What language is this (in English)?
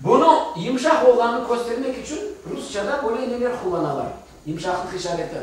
Crimean Tatar